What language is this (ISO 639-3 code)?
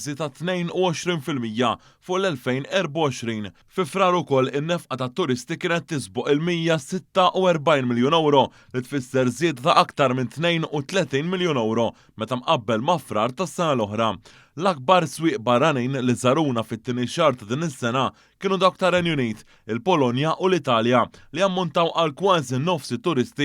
mlt